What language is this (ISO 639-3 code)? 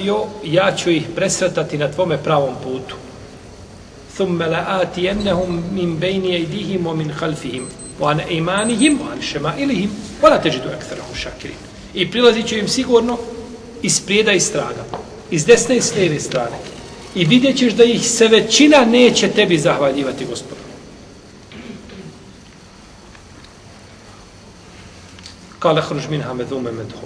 bos